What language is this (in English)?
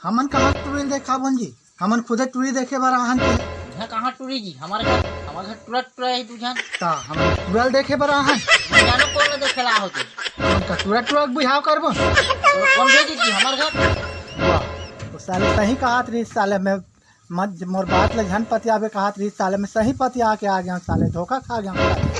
Chhattisgarhi